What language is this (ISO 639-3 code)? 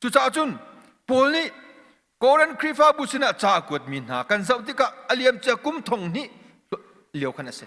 cnh